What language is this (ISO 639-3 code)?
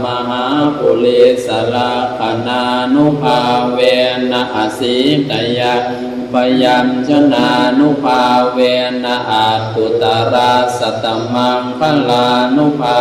pli